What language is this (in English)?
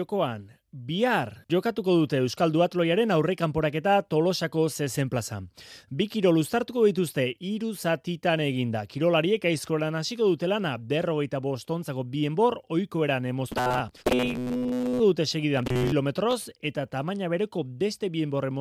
Basque